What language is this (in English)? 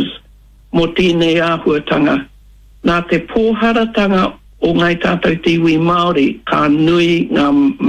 Māori